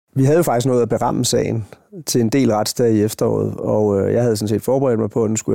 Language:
Danish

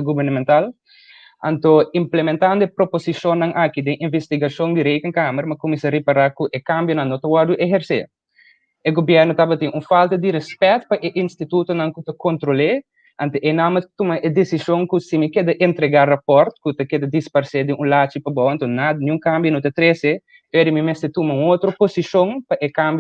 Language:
Papiamento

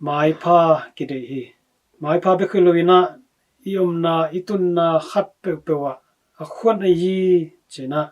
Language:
Tedim Chin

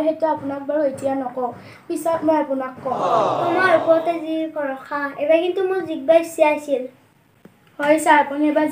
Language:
Assamese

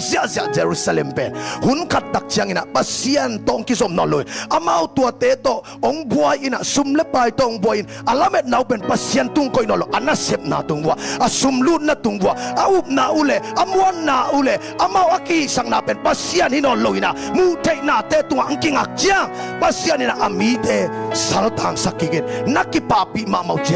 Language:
Tedim Chin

